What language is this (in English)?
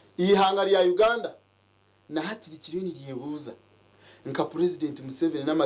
Nyankole